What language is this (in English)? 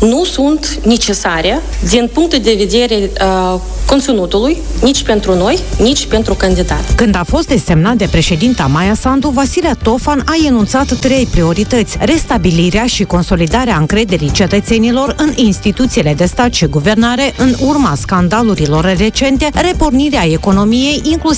Romanian